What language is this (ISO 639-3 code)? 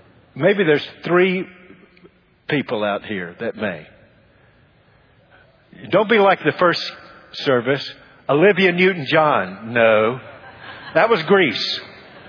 eng